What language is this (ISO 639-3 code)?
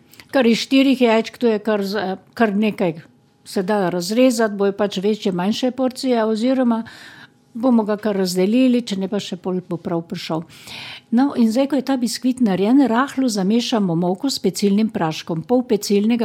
slv